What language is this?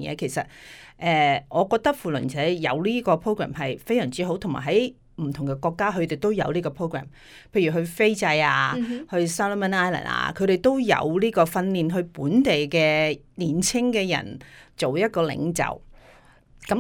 Cantonese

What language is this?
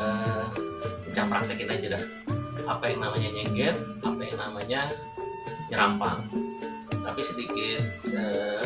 Betawi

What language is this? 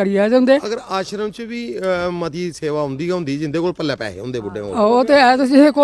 Dogri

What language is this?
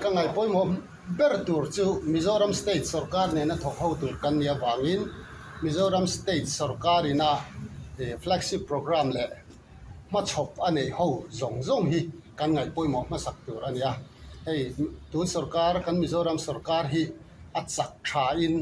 Mizo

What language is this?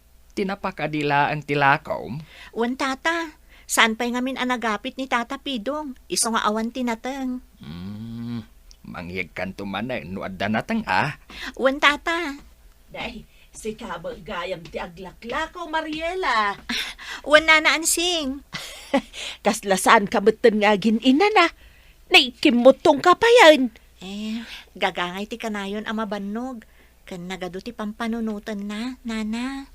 Iloko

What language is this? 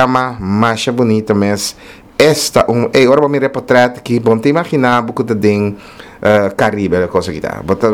Papiamento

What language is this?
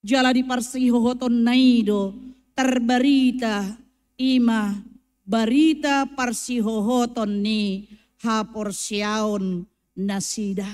Batak Toba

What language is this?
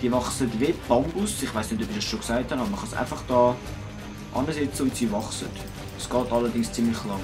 Swiss German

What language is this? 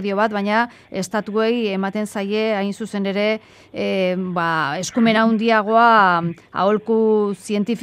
Basque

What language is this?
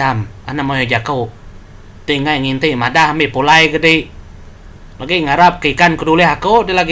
Iban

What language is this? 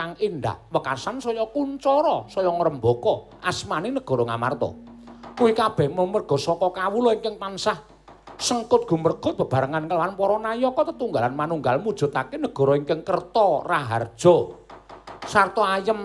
Javanese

